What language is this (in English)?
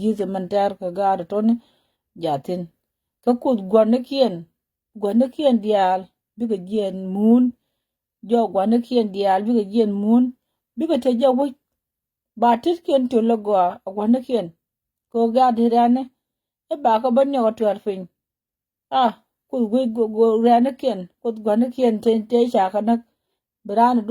Nuer